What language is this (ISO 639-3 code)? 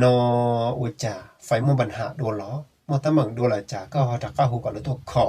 hmn